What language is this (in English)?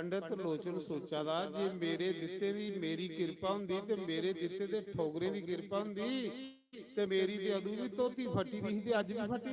Dogri